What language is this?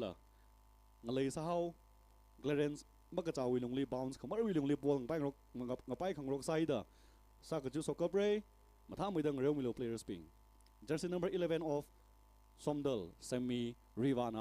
Tangkhul Naga (India)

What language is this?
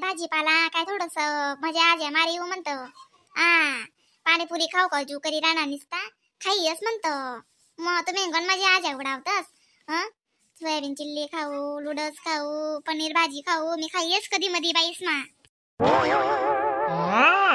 Khandesi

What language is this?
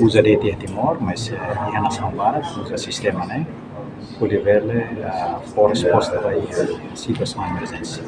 Tetum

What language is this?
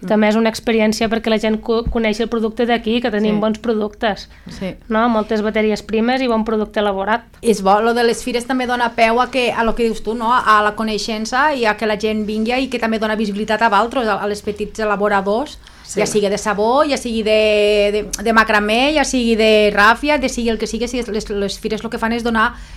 Catalan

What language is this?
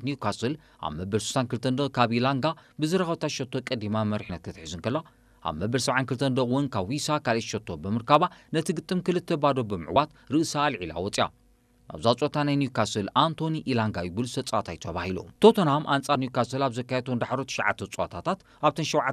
Tigrinya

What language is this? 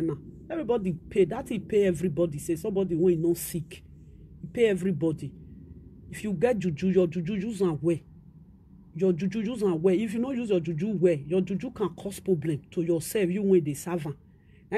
Nigerian Pidgin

